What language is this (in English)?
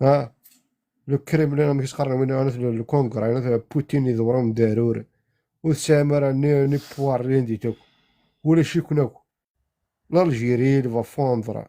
Kabyle